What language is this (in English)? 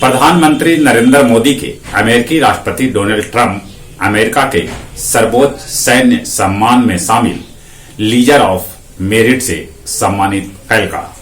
Magahi